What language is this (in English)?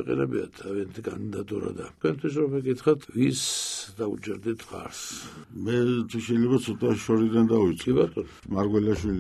Georgian